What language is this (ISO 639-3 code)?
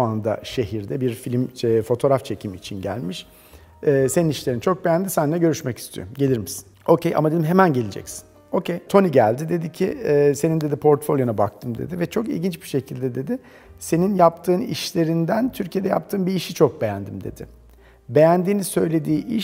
tur